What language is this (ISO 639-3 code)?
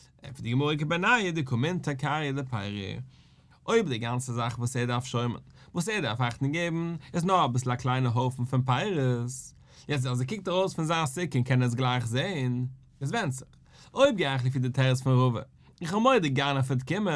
yid